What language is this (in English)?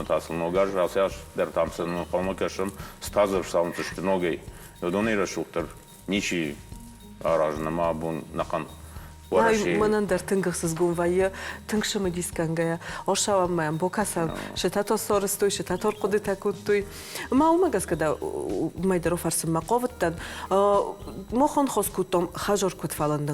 Ossetic